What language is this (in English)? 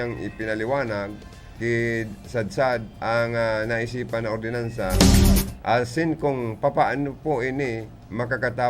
Bikol